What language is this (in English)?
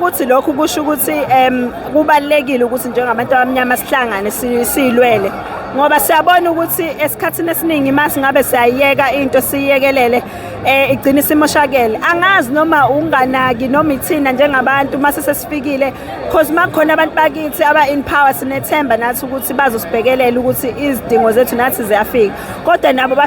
Zulu